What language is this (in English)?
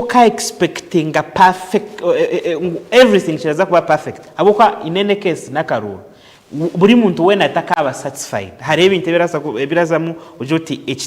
Nyankole